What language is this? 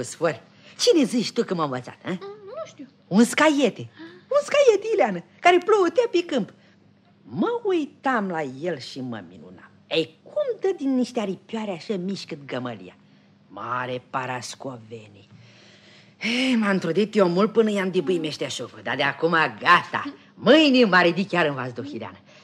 Romanian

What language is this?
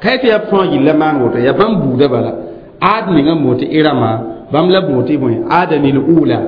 Mossi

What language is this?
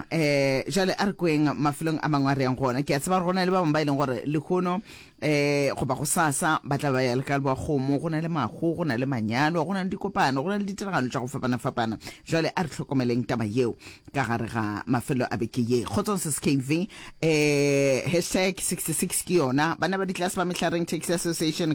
Northern Sotho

